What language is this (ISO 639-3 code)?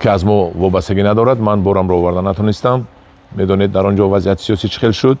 tgk